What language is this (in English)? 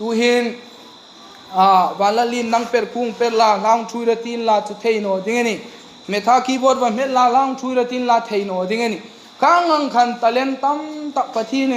Hmar